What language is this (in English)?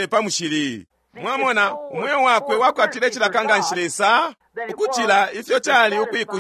Bemba